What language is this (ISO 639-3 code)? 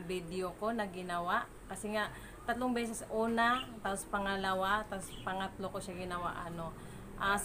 fil